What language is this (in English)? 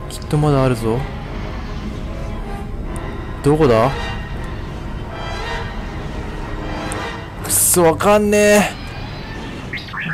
Japanese